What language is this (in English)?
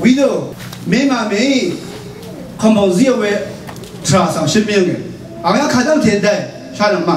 Rawang